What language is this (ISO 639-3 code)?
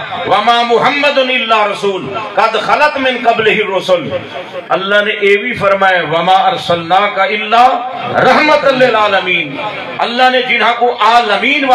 skr